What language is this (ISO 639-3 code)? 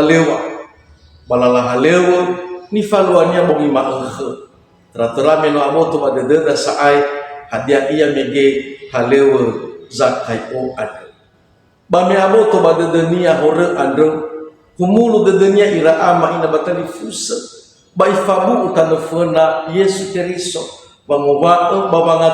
nia